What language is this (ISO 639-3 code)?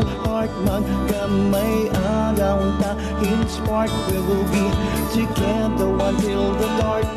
war